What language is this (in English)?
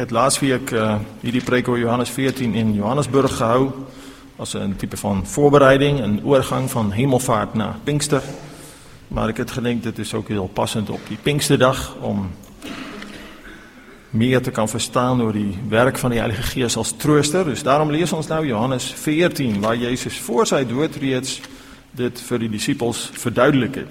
Afrikaans